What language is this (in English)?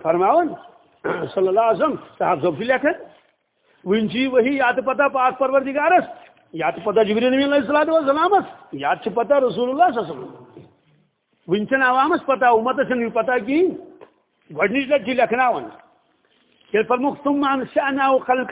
Kashmiri